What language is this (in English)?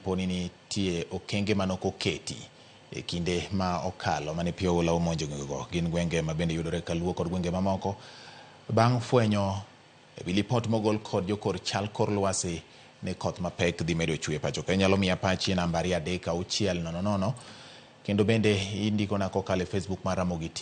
Luo (Kenya and Tanzania)